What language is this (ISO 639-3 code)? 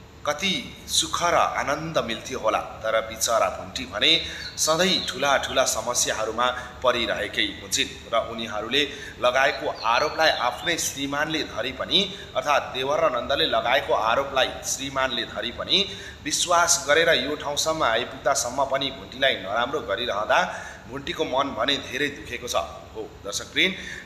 nep